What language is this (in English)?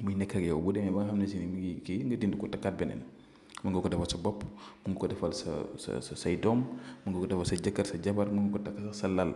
Wolof